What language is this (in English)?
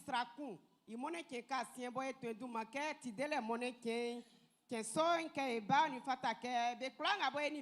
Baoulé